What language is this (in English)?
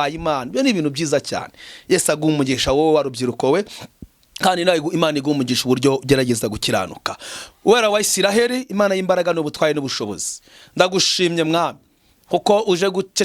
Kinyarwanda